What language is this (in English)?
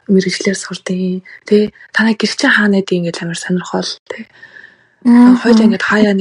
Mongolian